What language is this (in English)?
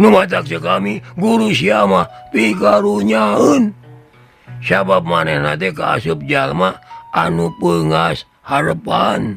Sundanese